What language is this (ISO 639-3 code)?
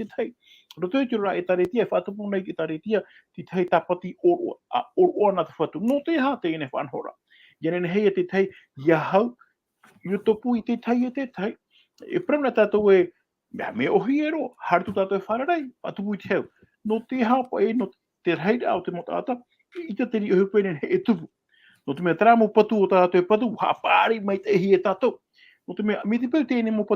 tah